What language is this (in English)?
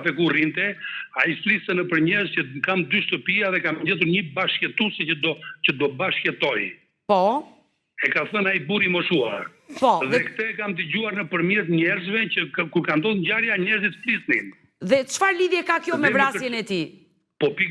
Albanian